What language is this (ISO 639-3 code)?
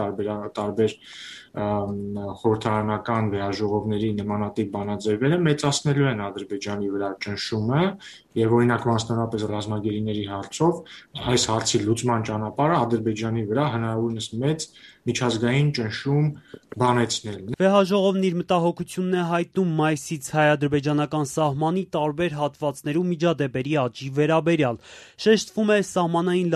hye